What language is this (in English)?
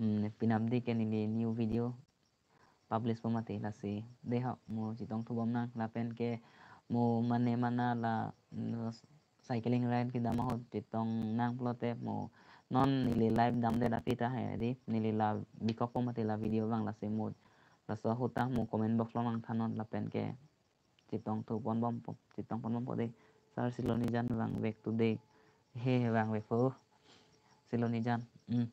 Karbi